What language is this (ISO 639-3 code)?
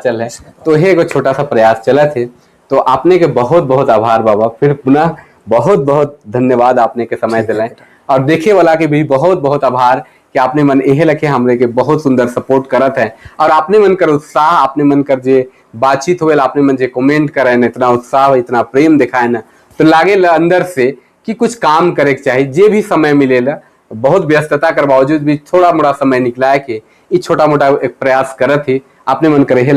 sck